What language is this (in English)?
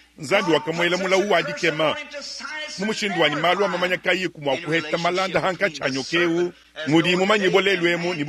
Luba-Lulua